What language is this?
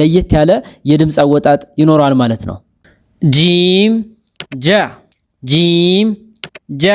Amharic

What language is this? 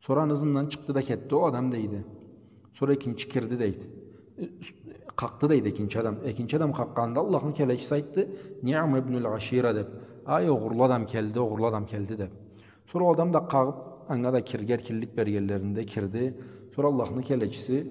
Karachay-Balkar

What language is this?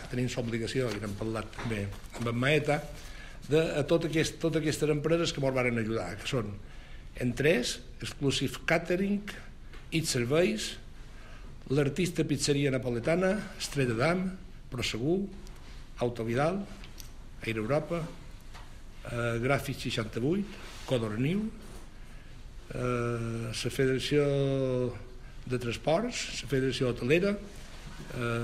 Catalan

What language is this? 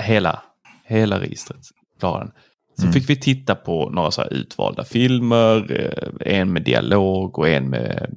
Swedish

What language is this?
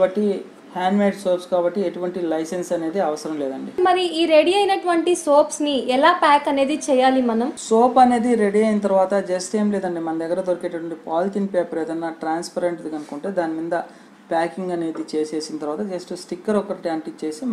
Telugu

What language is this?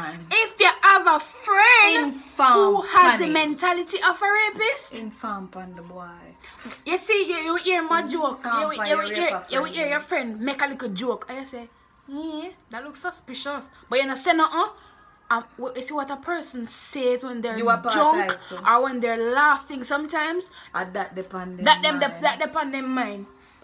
Jamaican Creole English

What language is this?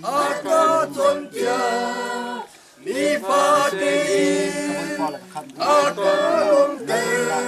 Hakha Chin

